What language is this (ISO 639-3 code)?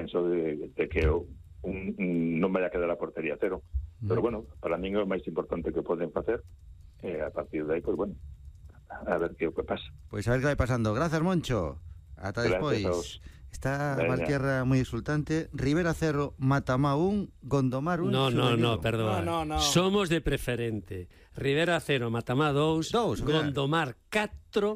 glg